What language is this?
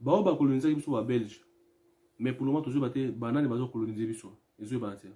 Lingala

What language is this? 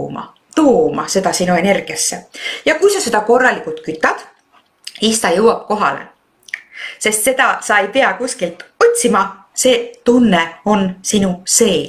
Estonian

